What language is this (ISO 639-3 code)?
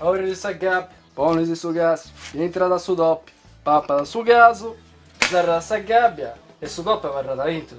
srd